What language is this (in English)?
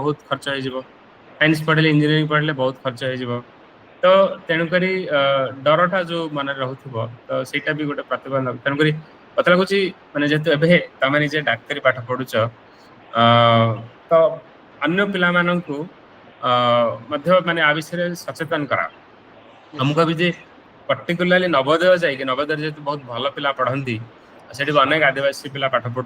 Odia